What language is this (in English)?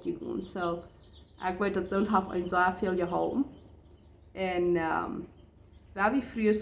Plautdietsch